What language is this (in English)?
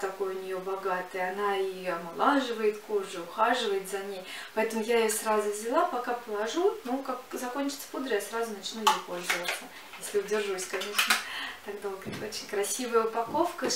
Russian